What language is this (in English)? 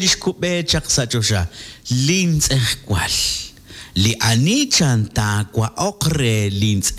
Kekchí